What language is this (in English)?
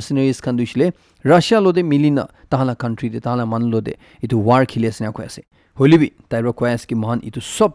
Naga Pidgin